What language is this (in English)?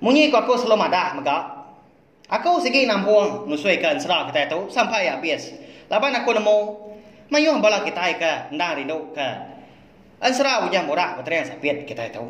Iban